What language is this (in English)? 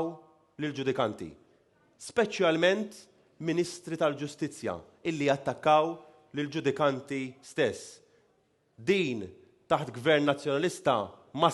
Maltese